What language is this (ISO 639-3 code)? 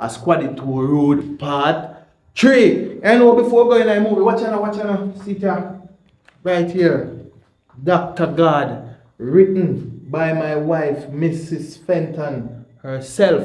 jam